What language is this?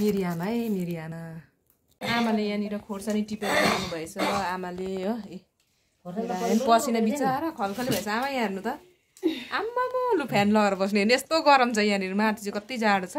Nepali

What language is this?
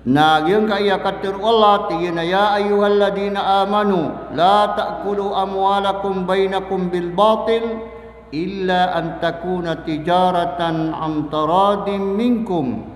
Maranao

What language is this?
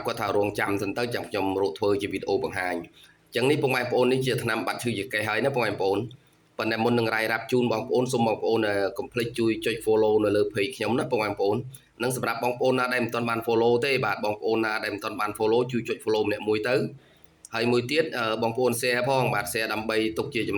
Khmer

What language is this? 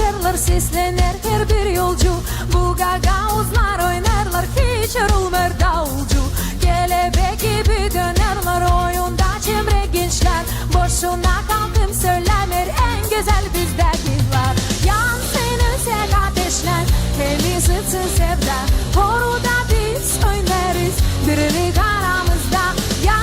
Gagauz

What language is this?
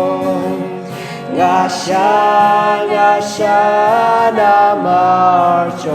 Khasi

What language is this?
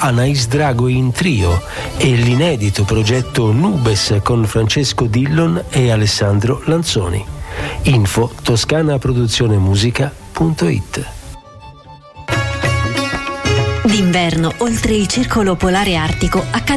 Italian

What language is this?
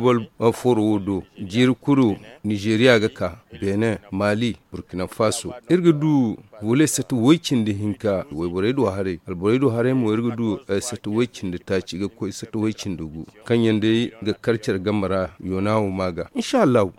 Zarma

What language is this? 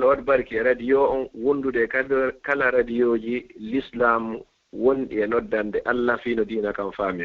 Fula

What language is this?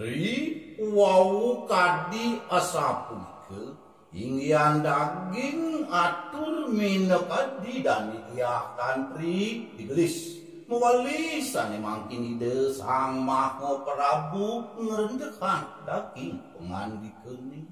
Balinese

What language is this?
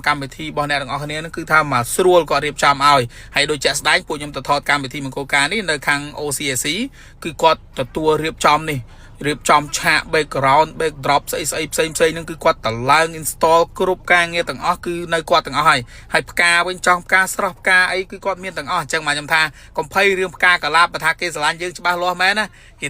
Khmer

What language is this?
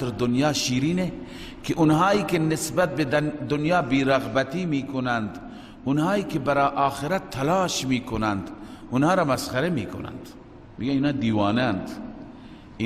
Persian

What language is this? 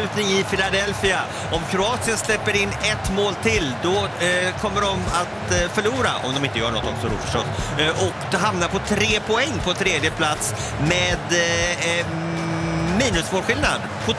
Swedish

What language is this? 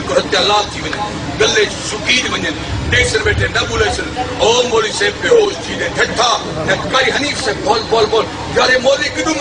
Saraiki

